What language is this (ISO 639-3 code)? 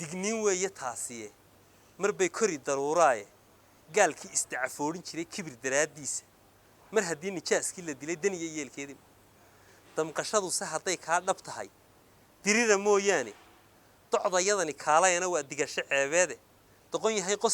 som